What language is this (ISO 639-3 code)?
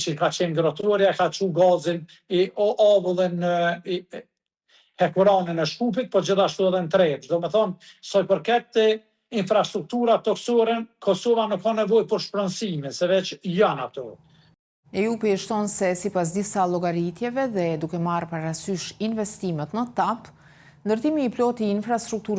sqi